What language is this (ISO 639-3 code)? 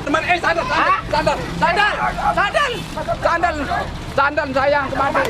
sas